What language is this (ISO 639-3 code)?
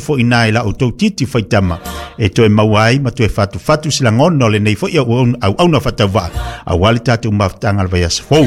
smo